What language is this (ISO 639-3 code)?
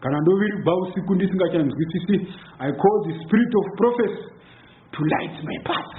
sna